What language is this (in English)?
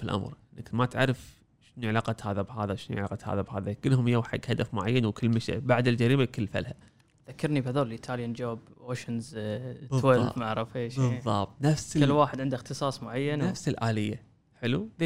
Gulf Arabic